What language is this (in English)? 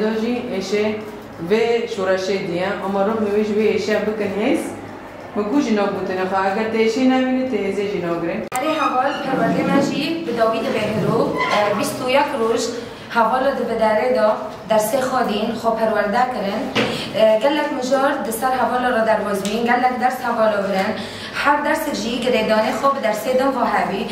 Kurdish